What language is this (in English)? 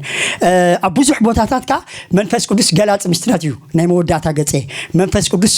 Tigrinya